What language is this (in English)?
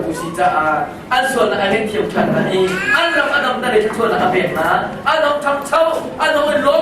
Hakha Chin